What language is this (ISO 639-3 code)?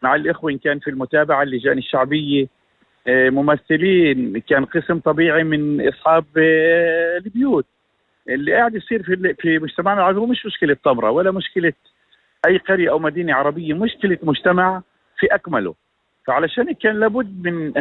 apc